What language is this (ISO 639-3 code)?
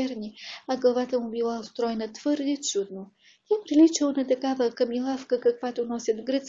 bul